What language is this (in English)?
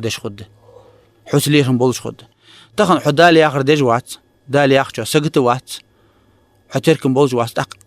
Ingush